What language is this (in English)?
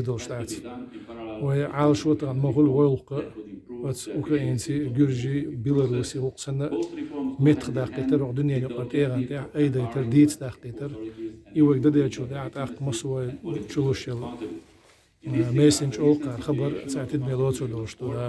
Chechen